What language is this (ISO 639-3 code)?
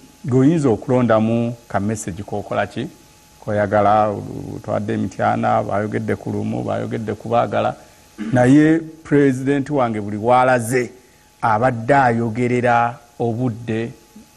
lug